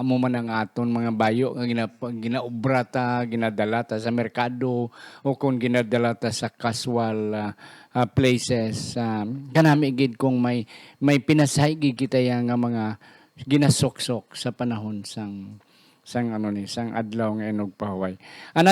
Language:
Hiligaynon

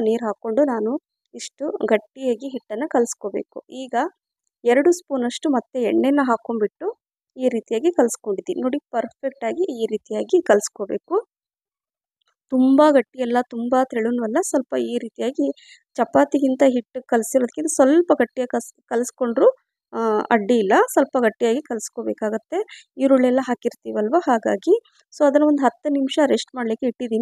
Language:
Kannada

